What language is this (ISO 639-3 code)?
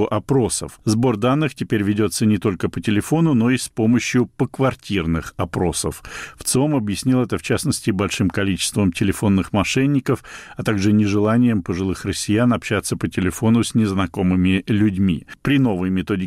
rus